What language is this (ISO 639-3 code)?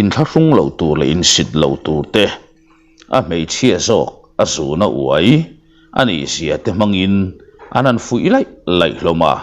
lus